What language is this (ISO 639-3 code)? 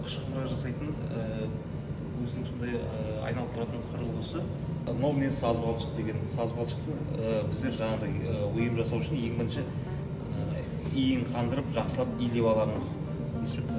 kaz